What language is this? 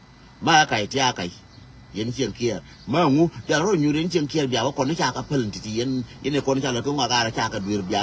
Nuer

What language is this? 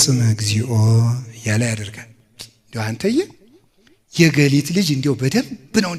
Amharic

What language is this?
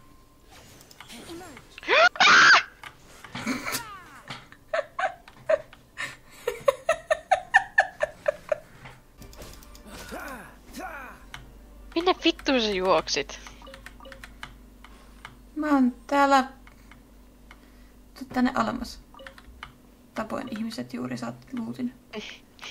Finnish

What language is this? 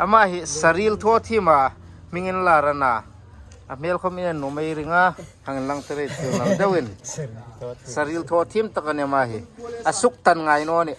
Hmar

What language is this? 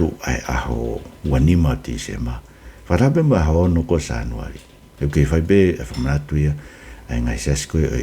Tongan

